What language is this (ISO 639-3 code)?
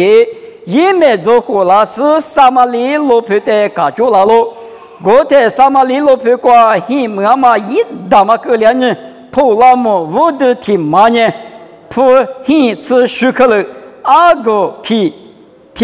lis